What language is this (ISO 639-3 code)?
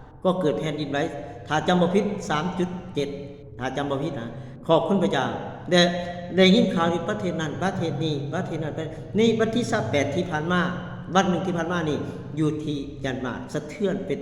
lao